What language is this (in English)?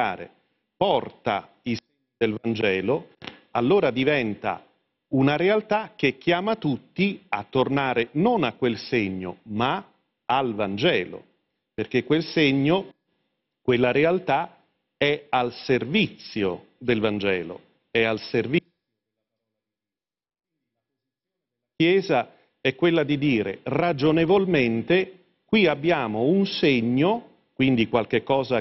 Italian